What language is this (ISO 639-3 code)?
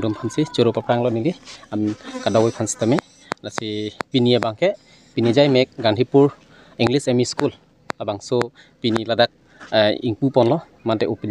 mjw